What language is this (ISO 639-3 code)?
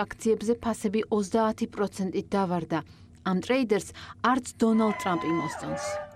kat